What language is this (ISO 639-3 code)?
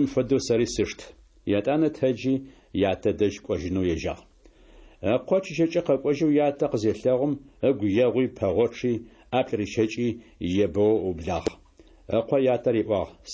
kbd